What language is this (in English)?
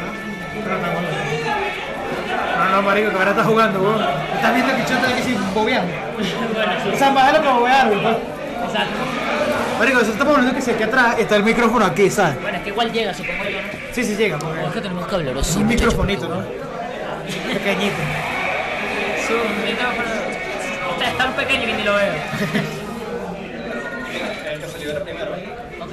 Spanish